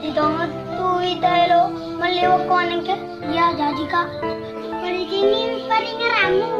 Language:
Buginese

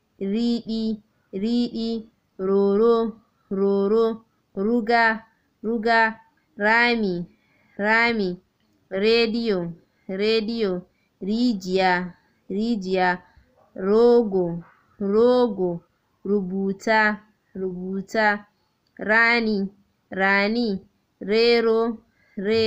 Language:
Hausa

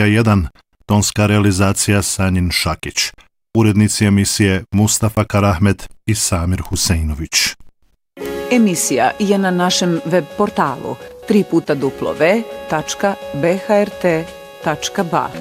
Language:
Bosnian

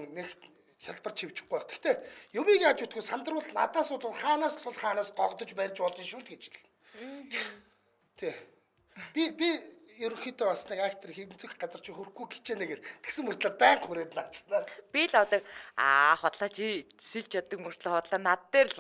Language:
Mongolian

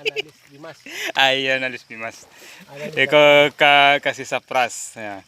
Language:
Minangkabau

